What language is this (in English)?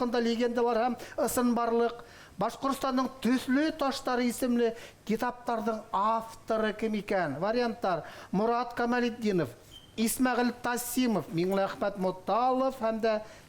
Bashkir